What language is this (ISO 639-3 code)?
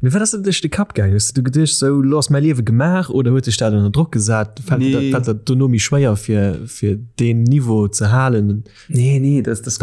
ltz